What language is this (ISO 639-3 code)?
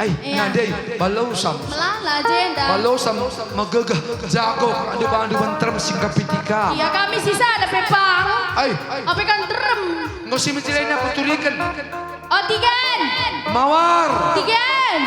btx